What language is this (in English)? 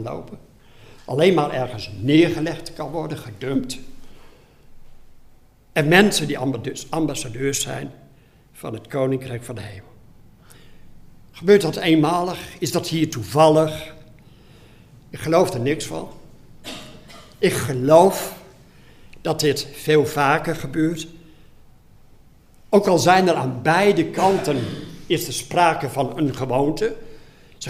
Dutch